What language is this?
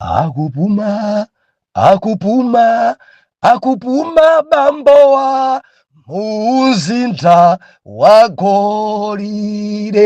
Nyanja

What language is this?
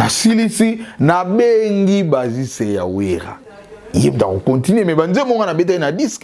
Lingala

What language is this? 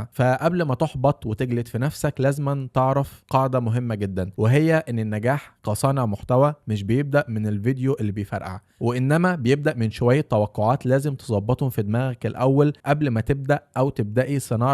Egyptian Arabic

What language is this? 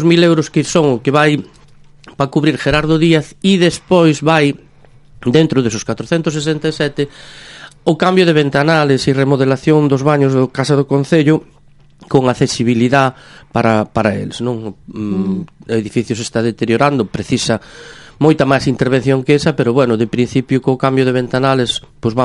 Galician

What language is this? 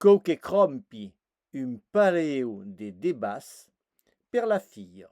Occitan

